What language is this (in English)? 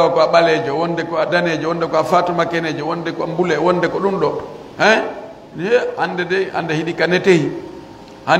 Pular